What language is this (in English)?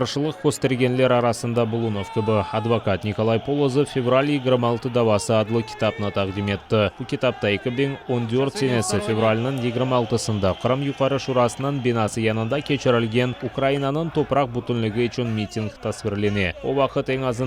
Crimean Tatar